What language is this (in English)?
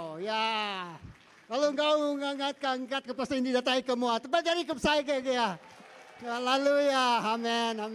Iban